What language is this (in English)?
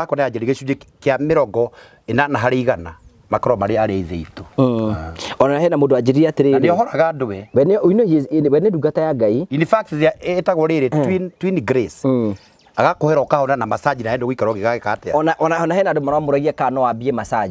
Kikuyu